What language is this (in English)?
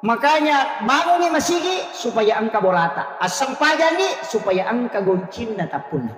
Buginese